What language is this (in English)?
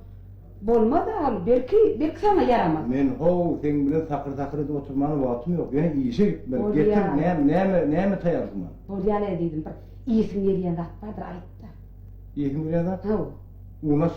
Turkmen